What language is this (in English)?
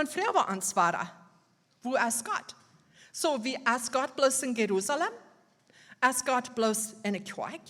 Plautdietsch